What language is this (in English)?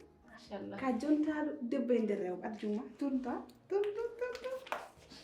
Fula